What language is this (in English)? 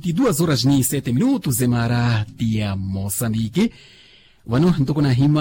Makhuwa